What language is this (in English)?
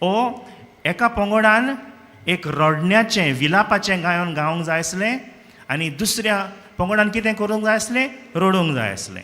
Konkani